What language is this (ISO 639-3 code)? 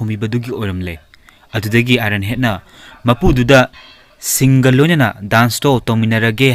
mni